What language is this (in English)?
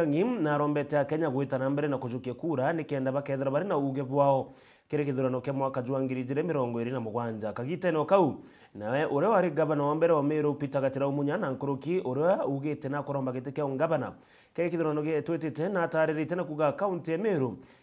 Meru